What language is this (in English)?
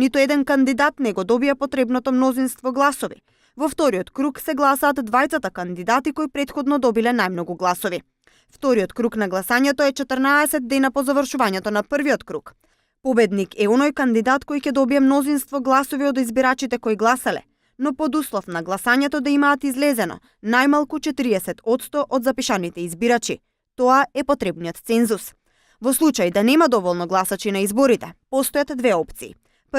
Macedonian